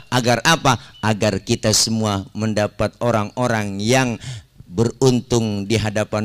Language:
Betawi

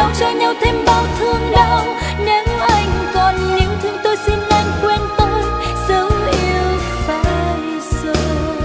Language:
Vietnamese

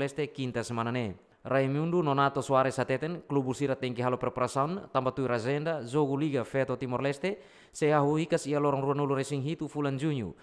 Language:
Tetum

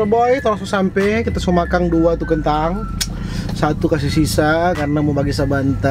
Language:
Manado Malay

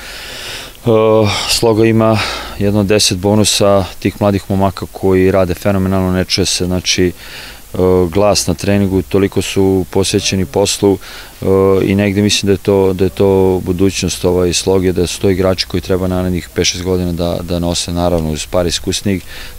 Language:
Serbian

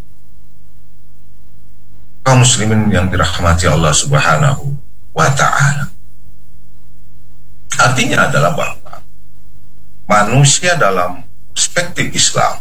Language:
Indonesian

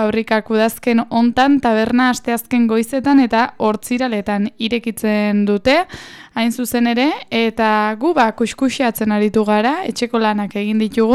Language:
Basque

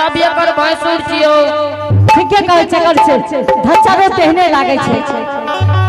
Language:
Angika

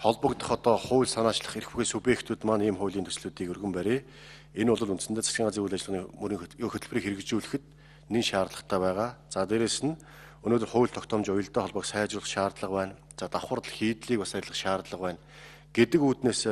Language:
Mongolian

